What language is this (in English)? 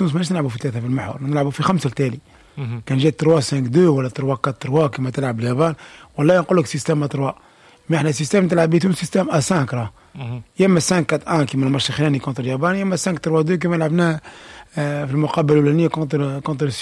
Tunisian Arabic